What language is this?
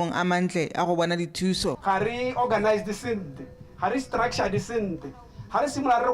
Tswana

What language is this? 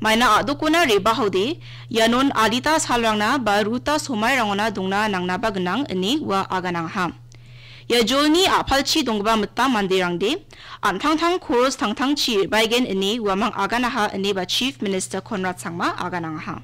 Garo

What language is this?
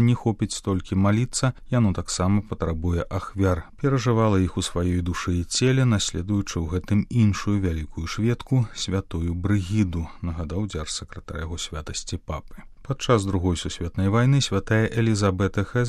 Belarusian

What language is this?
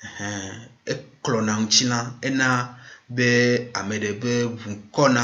Ewe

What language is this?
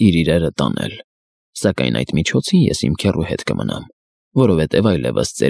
Armenian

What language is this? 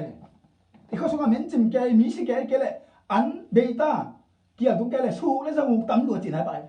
Tedim Chin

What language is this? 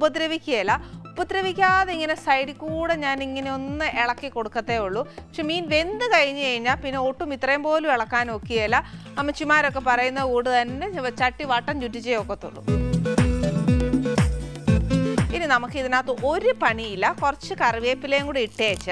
Malayalam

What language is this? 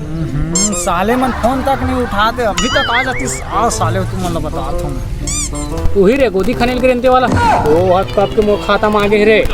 Chhattisgarhi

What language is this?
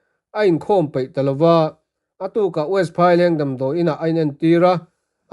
Mizo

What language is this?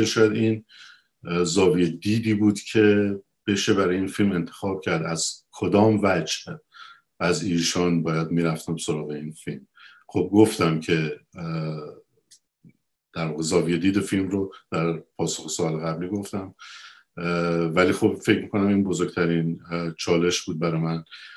Persian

